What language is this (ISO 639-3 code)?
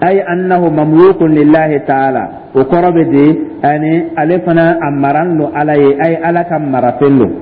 dyu